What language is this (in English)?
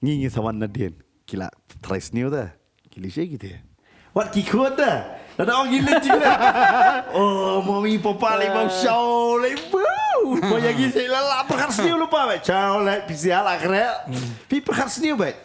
Khasi